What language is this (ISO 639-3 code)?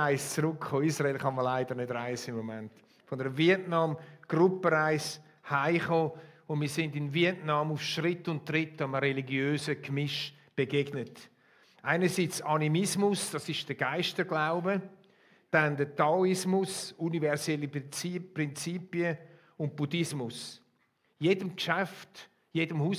gsw